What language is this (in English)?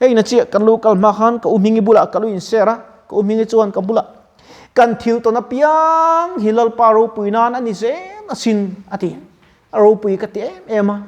Mizo